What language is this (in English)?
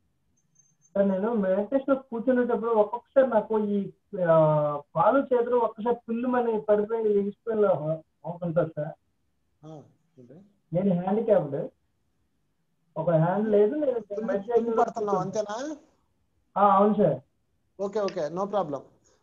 Telugu